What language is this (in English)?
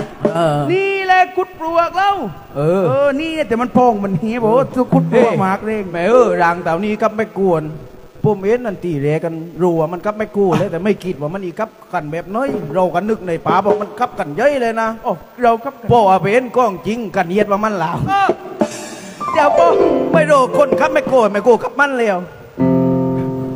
Thai